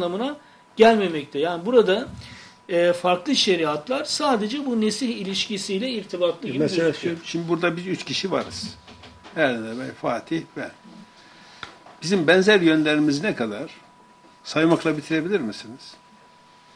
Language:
Turkish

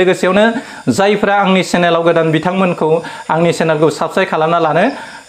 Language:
Bodo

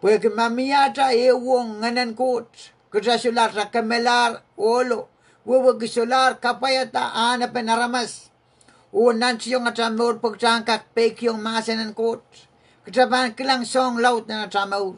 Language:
Pohnpeian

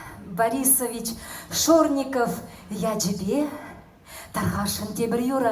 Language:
Chuvash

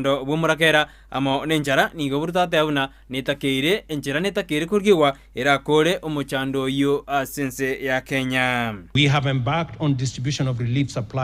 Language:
Gusii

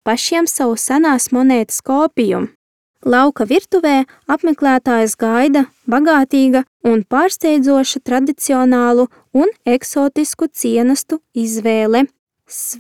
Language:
Latvian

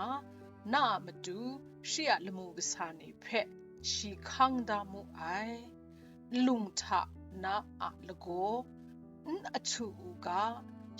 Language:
Kachin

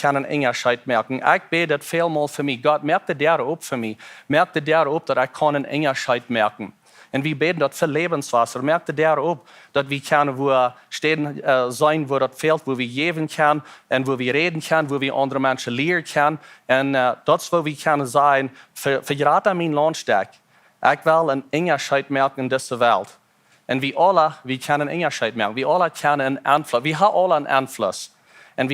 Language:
Plautdietsch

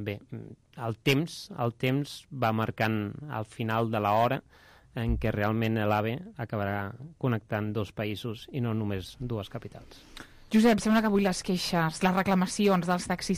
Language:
Catalan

